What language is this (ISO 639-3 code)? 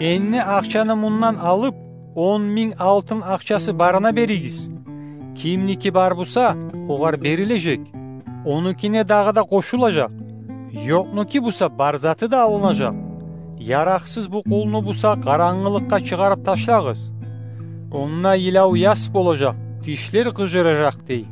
kum